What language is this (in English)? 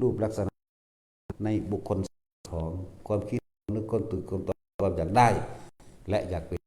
Northeastern Thai